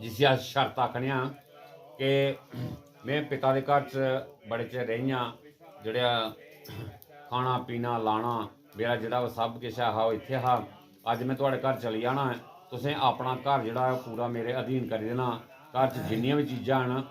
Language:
Dogri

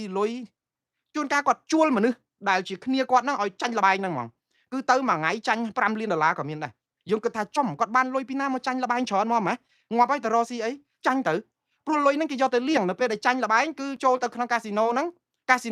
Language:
Khmer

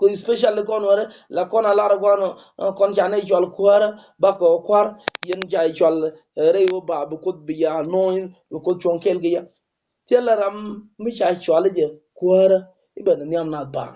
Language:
Nuer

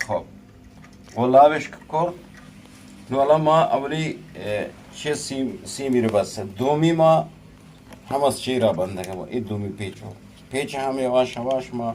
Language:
Eastern Balochi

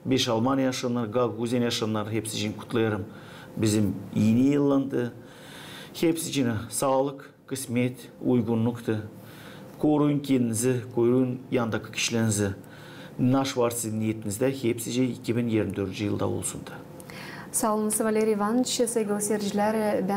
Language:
Gagauz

